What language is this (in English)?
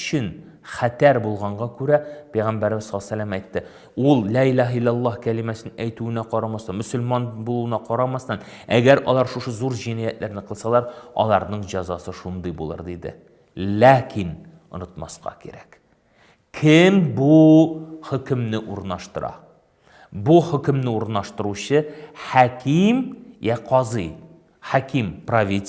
Tatar